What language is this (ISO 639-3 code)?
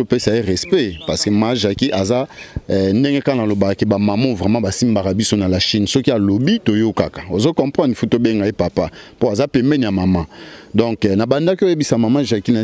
lin